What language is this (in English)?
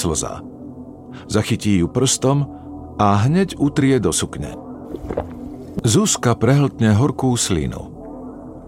Slovak